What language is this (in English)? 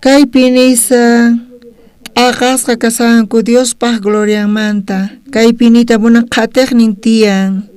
South Bolivian Quechua